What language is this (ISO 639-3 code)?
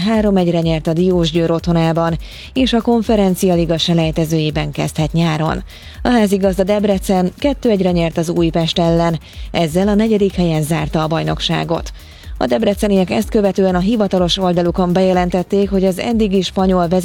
hun